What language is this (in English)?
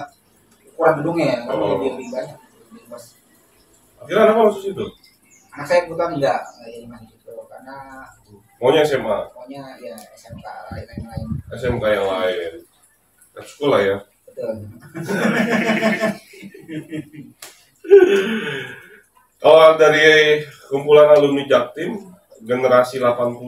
Indonesian